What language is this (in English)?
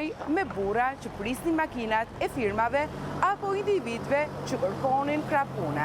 Albanian